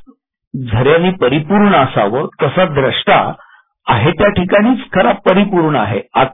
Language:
Marathi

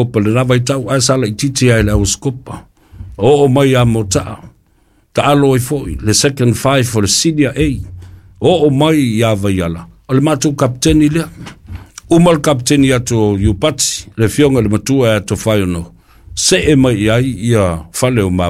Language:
Samoan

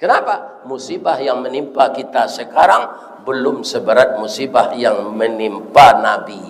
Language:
Minangkabau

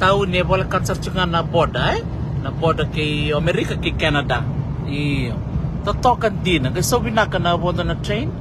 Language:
Fijian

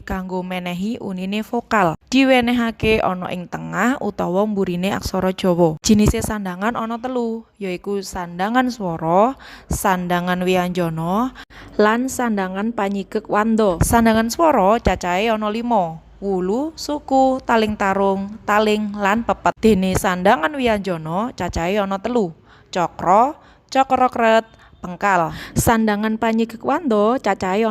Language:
Javanese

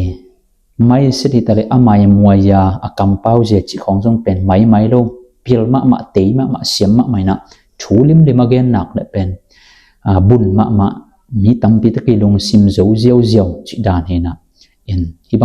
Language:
Tedim Chin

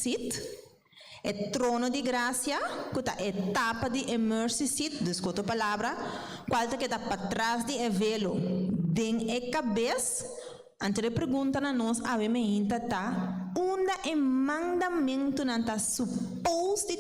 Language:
Papiamento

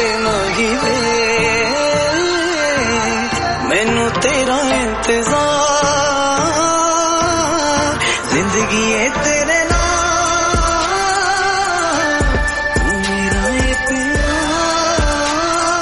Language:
Punjabi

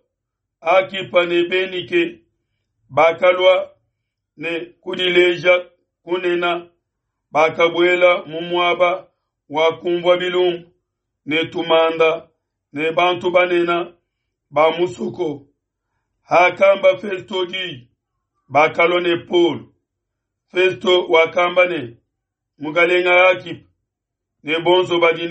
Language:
Luba-Lulua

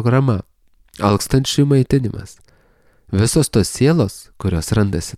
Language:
Lithuanian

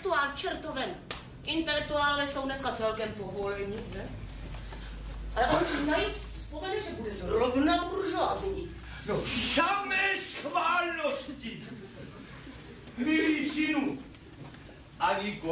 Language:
Czech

